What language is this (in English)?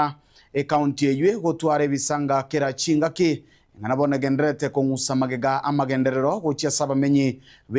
Gusii